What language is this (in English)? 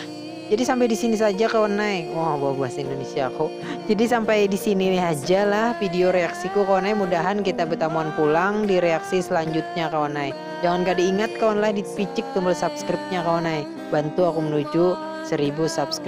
Banjar